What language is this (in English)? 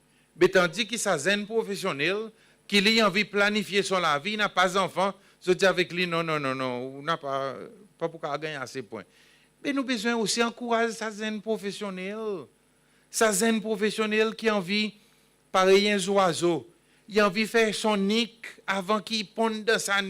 Seselwa Creole French